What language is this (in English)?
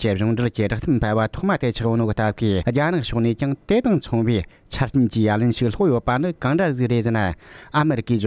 Tibetan